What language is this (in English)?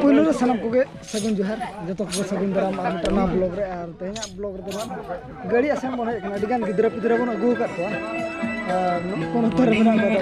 Santali